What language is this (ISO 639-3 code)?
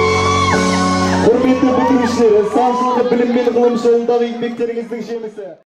kaz